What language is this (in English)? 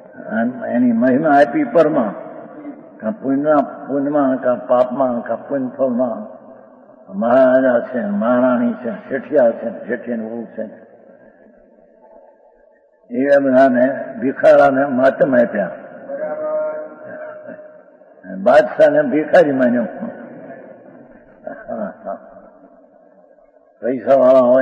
Gujarati